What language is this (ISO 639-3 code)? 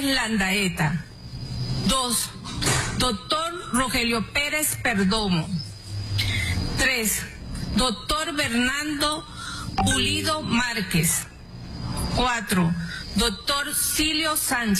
spa